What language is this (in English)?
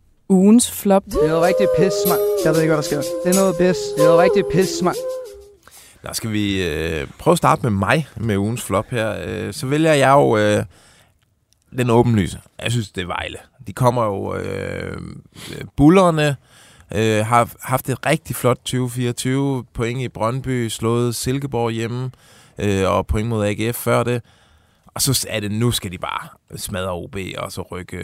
Danish